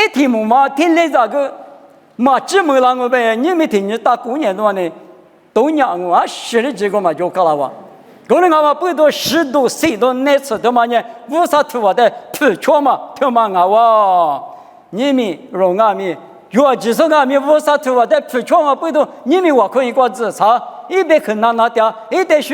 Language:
Lisu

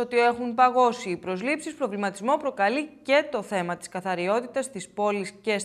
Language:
Greek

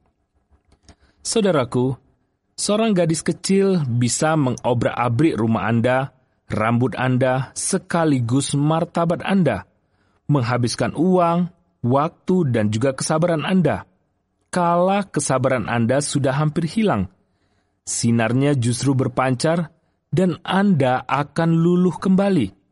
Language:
Indonesian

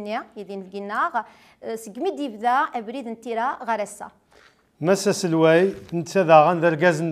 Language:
Kabyle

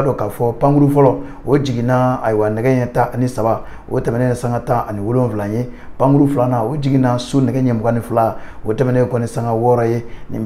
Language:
Bambara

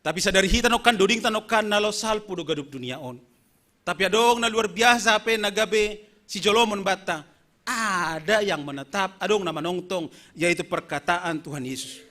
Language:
Batak Simalungun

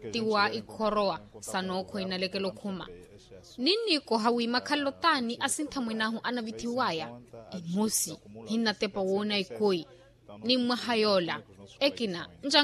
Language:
Makhuwa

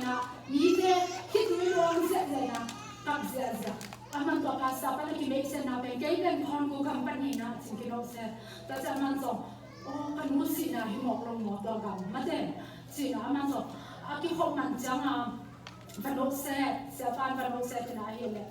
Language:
Tedim Chin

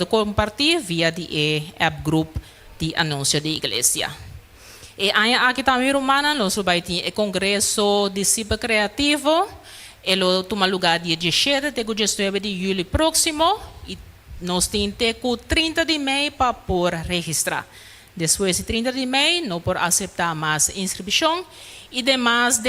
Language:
Papiamento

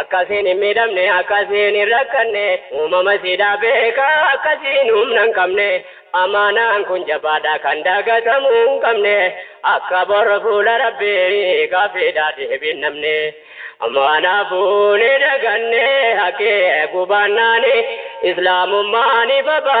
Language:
Oromo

